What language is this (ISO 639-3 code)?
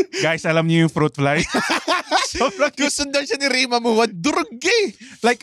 fil